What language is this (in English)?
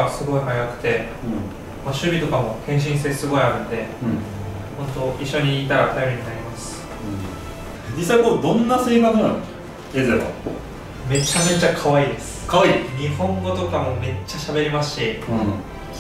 Japanese